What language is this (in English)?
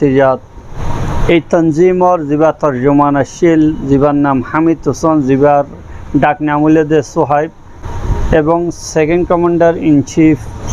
Rohingya